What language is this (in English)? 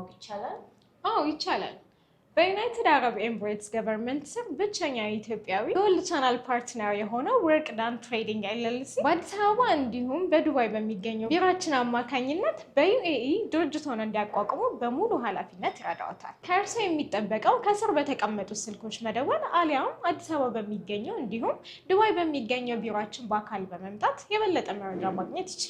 Amharic